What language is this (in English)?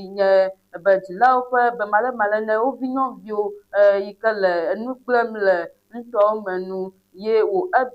Ewe